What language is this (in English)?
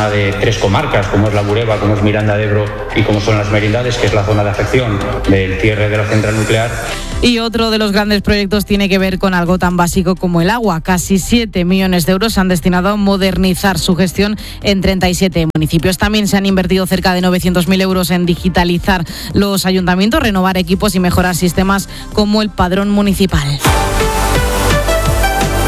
Spanish